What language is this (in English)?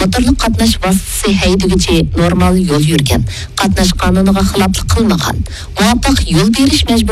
Uyghur